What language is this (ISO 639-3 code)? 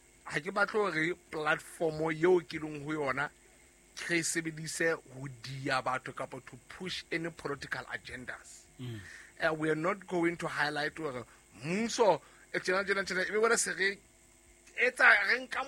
sot